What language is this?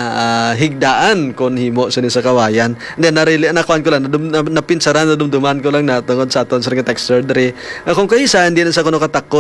Hiligaynon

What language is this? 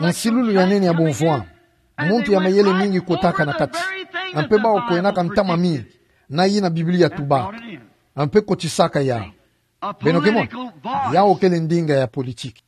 Kituba (Democratic Republic of Congo)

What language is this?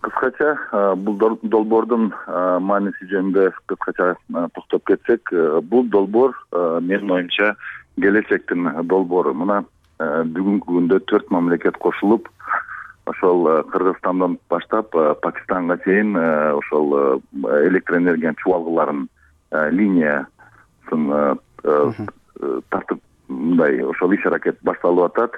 Kyrgyz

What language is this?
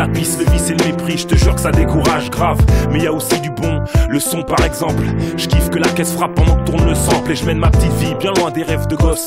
French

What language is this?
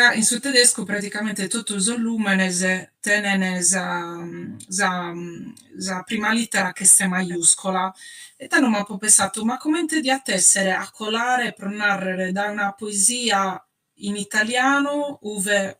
Sardinian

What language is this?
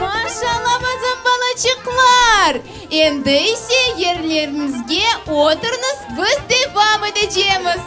Crimean Tatar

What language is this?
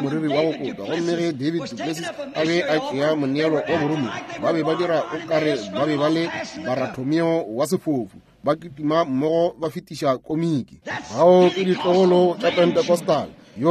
Northern Sotho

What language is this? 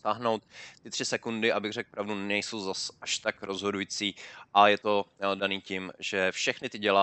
Czech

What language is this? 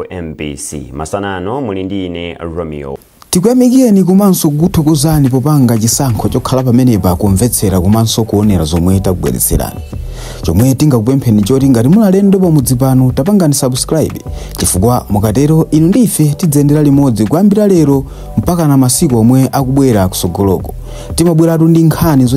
Nyanja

